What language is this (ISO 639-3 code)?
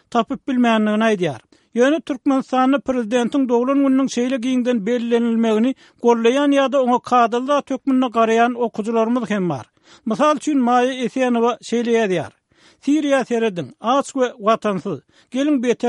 tuk